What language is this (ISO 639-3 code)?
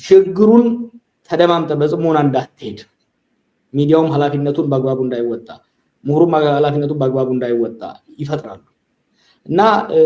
amh